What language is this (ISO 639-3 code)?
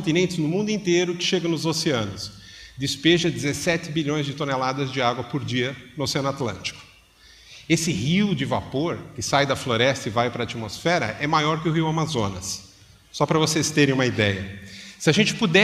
por